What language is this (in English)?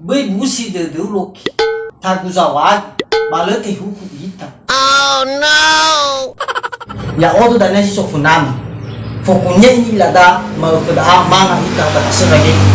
Nias